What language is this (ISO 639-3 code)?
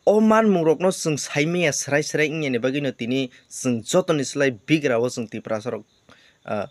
trp